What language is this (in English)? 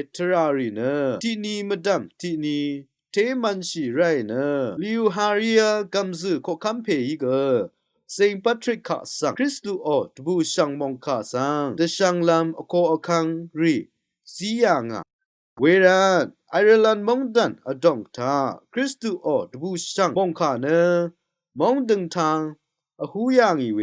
Rawang